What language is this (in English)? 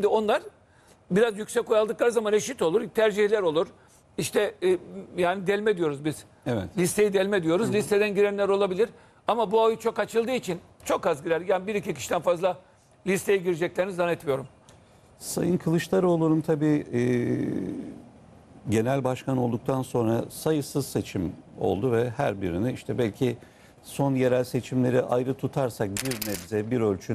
Turkish